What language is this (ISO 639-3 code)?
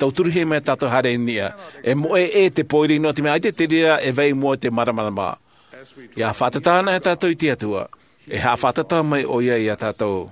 tah